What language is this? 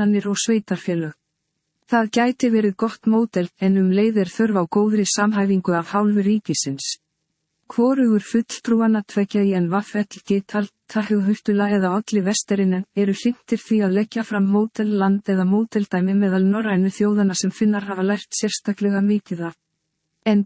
Icelandic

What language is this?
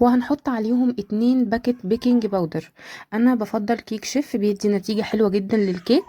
Egyptian Arabic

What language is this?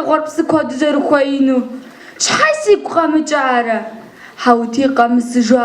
Kabardian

